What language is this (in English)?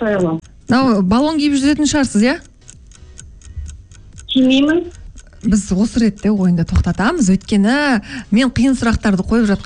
Kazakh